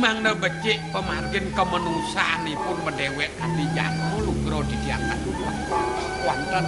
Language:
Balinese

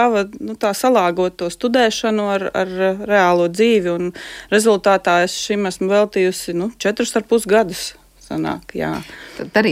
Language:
Latvian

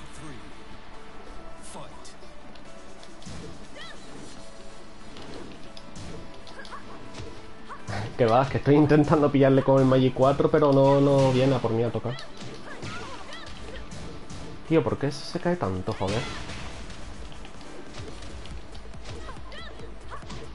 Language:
Spanish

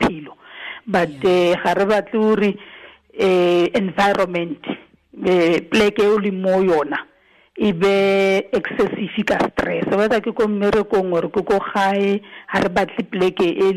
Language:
Tswana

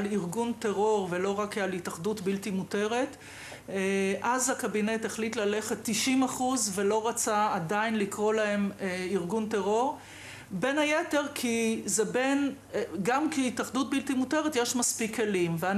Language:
Hebrew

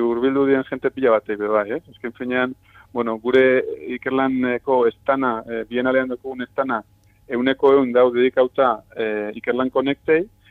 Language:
Basque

